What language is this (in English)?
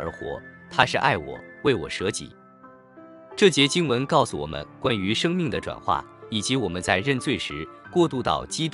Chinese